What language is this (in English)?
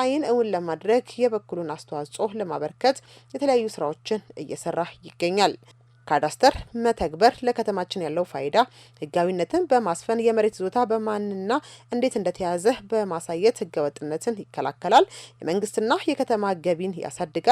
Amharic